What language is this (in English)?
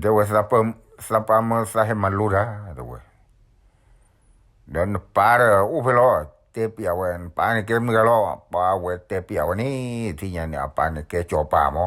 S'gaw Karen